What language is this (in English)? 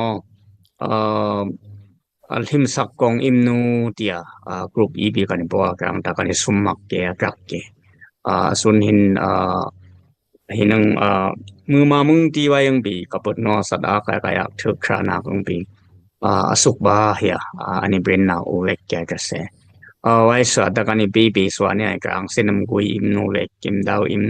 Dimasa